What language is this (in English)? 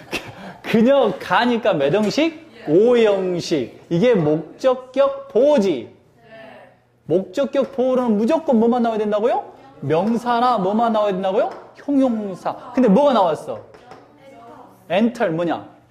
Korean